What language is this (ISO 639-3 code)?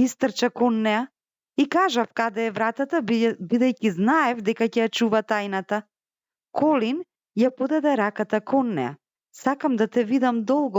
mkd